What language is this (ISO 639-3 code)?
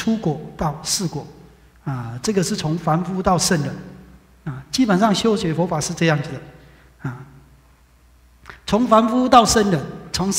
zho